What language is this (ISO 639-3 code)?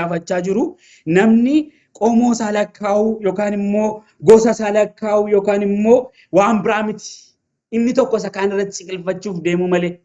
orm